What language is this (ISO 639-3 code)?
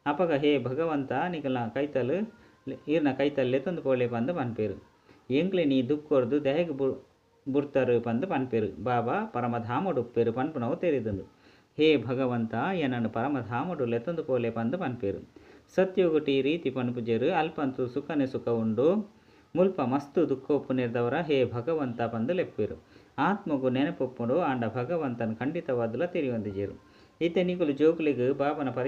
tcy